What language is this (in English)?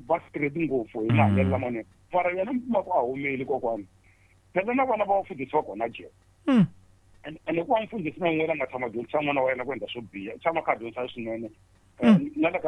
Tsonga